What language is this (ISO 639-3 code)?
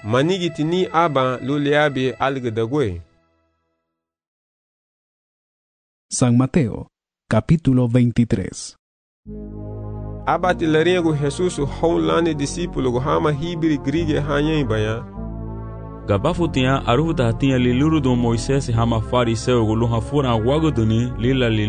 cab